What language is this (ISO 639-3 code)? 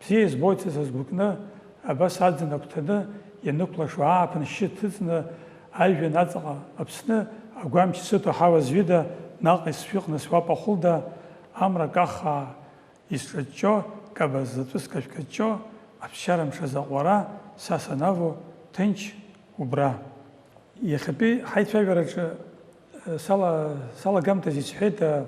abk